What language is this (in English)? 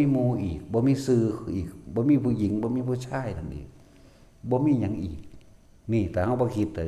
Northeastern Thai